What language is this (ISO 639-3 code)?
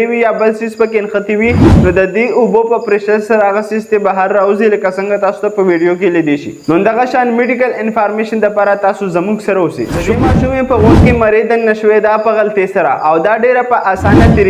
pus